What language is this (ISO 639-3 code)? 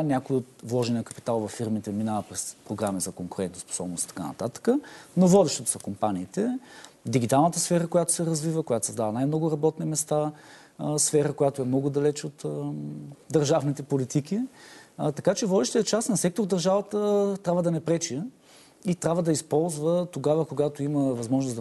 bul